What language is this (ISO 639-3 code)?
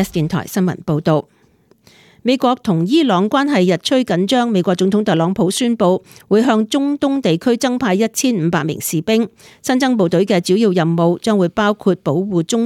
yue